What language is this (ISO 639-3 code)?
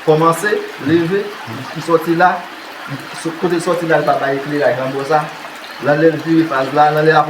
hat